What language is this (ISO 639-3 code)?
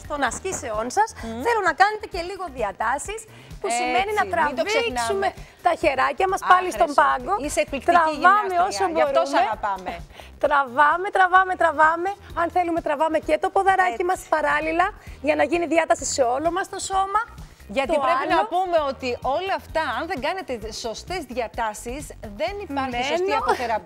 ell